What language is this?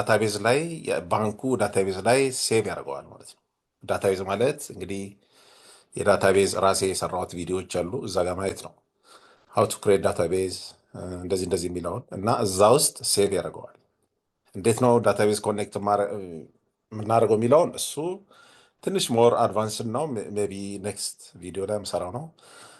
Amharic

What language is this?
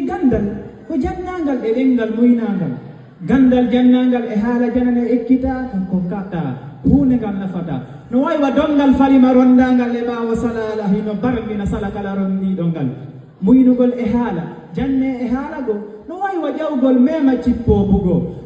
Fula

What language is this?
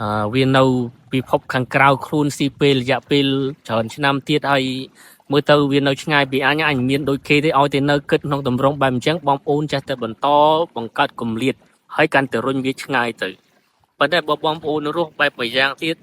Khmer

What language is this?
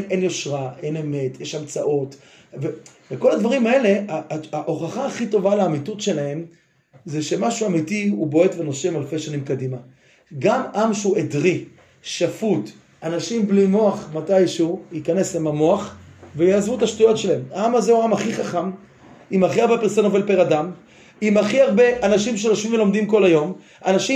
Hebrew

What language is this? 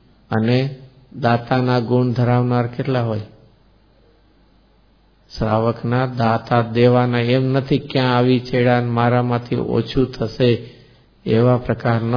Gujarati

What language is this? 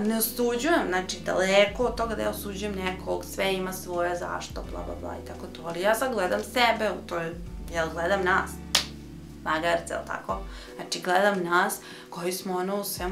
Serbian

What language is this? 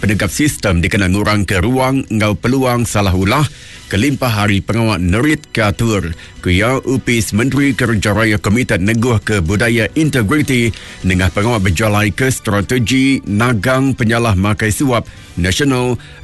Iban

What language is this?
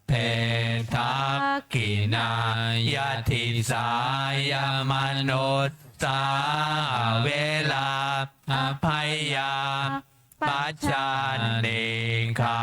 Pali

